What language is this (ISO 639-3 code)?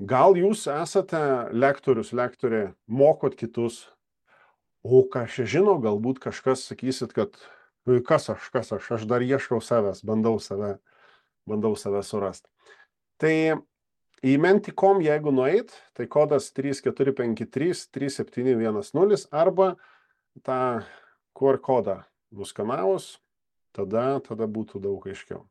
lit